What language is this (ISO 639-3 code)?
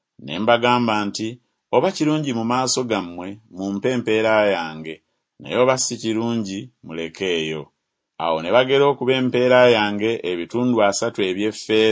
lug